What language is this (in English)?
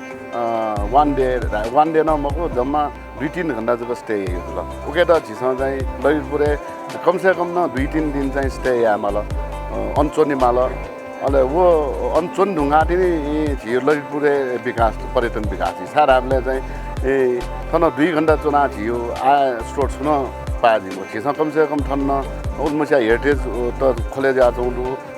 Newari